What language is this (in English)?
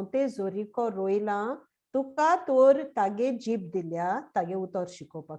Konkani